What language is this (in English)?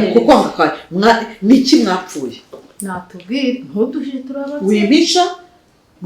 Kinyarwanda